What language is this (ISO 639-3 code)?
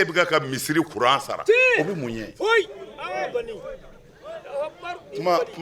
bam